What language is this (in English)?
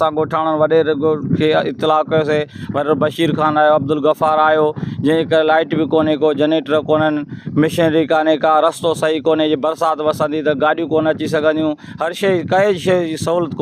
Sindhi